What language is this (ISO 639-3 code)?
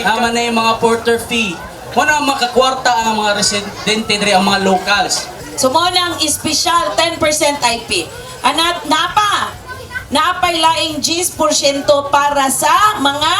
ceb